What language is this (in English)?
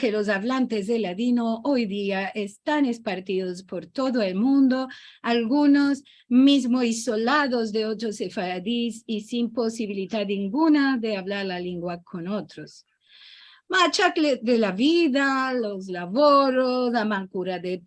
Ladino